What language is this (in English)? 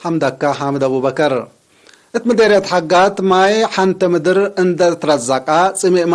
Tigre